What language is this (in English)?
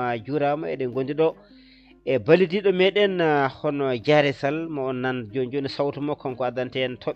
Fula